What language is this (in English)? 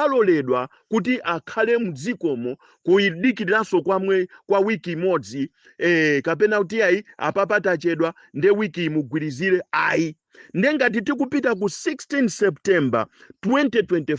Nyanja